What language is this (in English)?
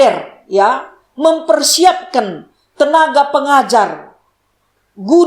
Batak Karo